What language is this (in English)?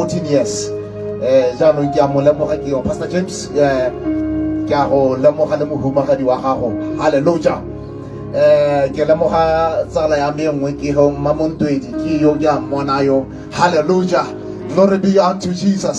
Tswana